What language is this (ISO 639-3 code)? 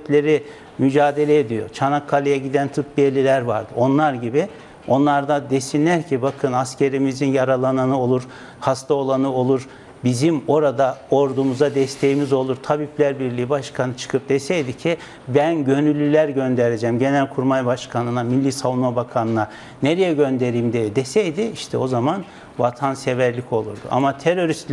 tur